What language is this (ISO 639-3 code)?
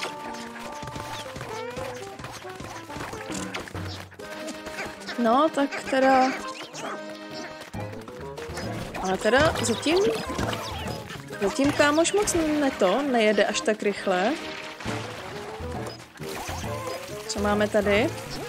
ces